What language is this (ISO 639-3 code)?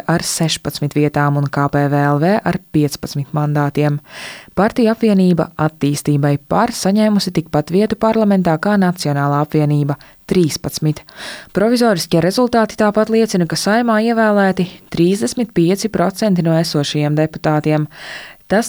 lav